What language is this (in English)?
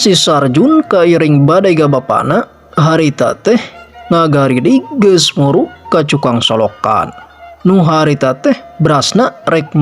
Sundanese